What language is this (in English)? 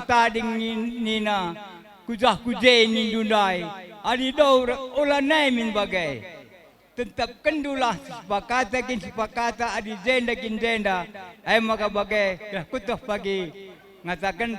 Batak Karo